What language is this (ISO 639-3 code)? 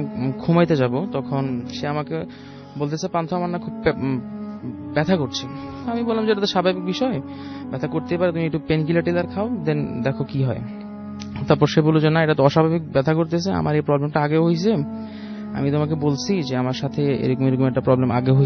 ben